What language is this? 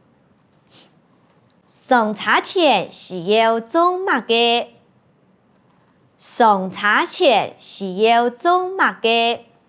Hakka Chinese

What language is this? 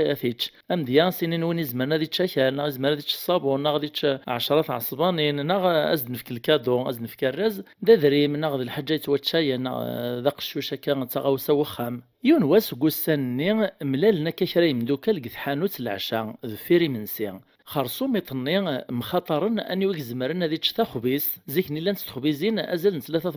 Kabyle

